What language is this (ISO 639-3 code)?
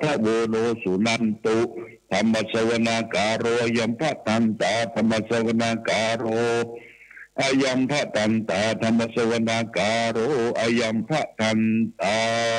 pli